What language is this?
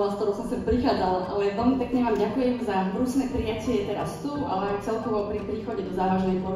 Slovak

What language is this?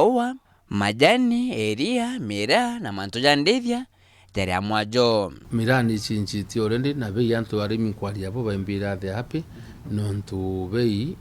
Meru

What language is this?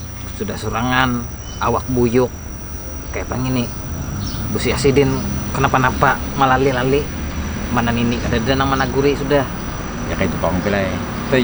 Banjar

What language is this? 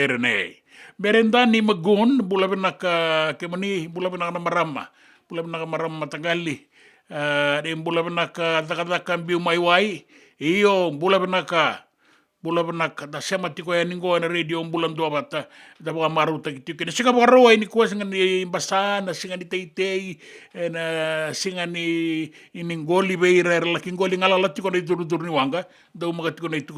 Fijian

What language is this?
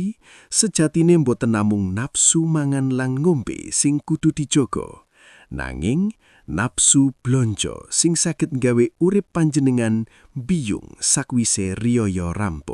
Javanese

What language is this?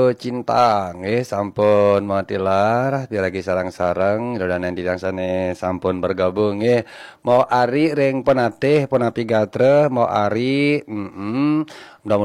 Balinese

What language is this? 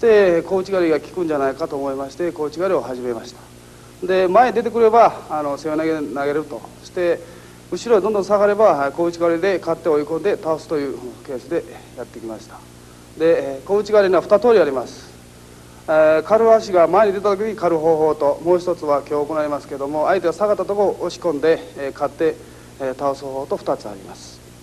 Japanese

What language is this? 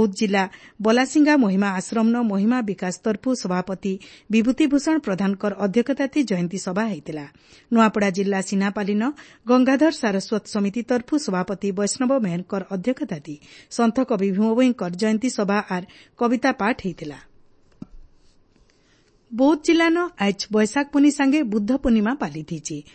Odia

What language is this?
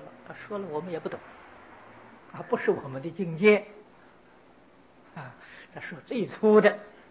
Chinese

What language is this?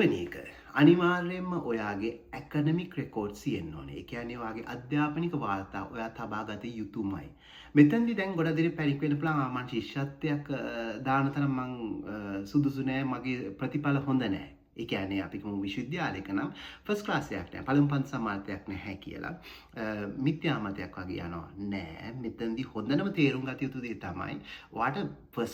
Sinhala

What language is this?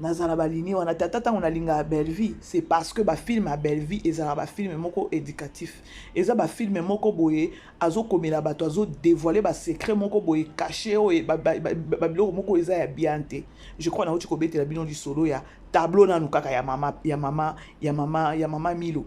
Lingala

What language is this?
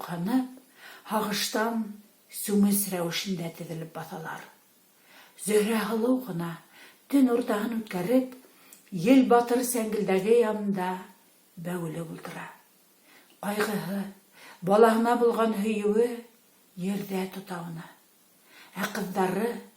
Bashkir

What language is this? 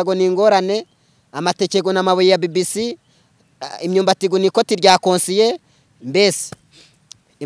Kinyarwanda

